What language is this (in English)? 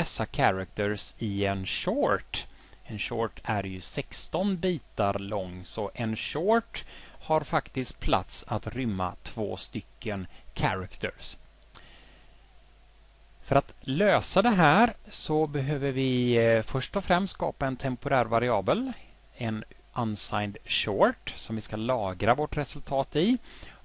Swedish